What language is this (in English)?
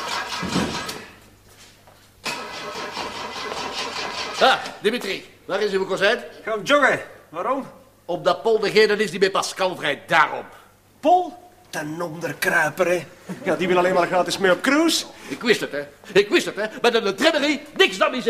Dutch